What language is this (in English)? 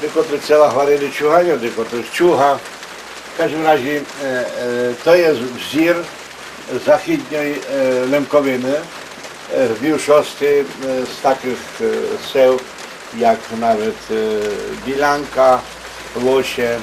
Rusyn